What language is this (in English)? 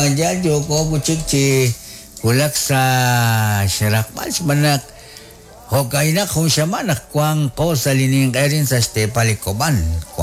Kekchí